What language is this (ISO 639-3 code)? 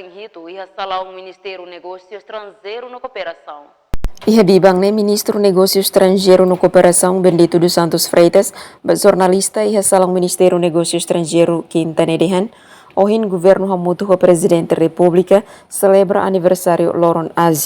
tet